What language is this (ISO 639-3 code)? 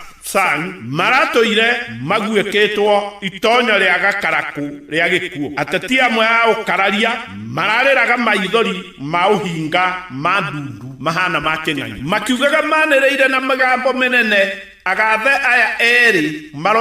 kik